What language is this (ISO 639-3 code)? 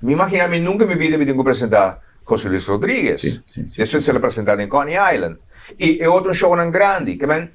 pap